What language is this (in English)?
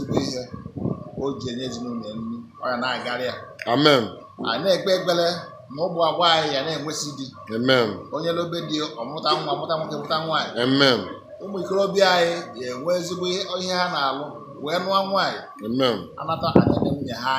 Igbo